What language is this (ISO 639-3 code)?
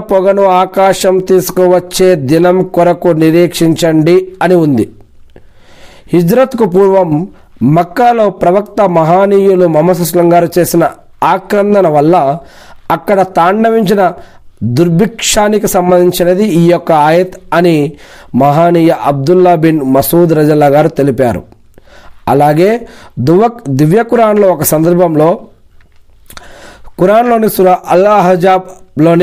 tel